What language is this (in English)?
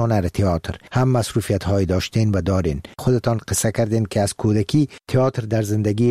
Persian